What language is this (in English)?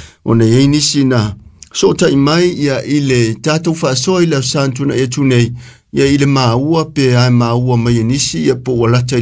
Samoan